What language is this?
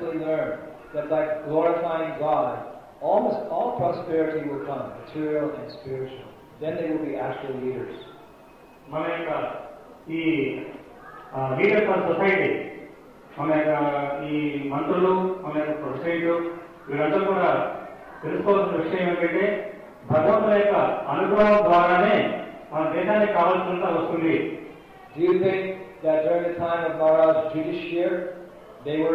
Telugu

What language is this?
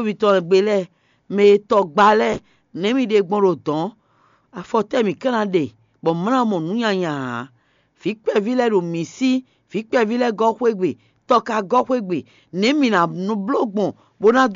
Fon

